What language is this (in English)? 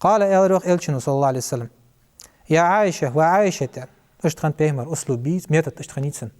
Ingush